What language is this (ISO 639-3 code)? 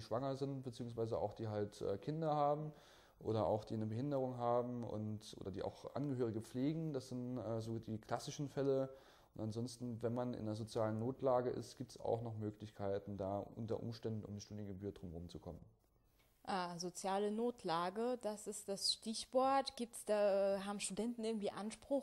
deu